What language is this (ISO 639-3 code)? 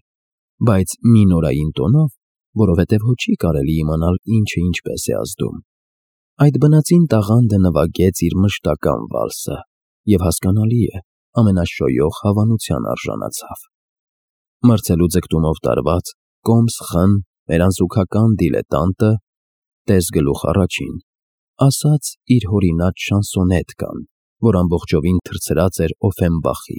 hye